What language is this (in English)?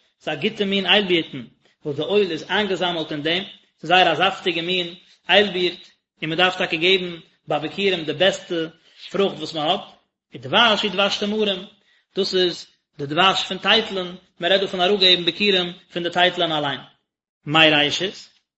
Yiddish